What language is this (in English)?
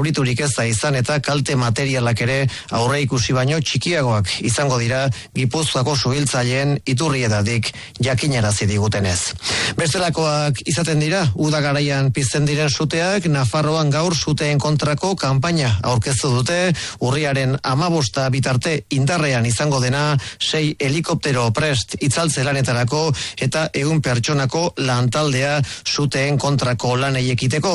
Basque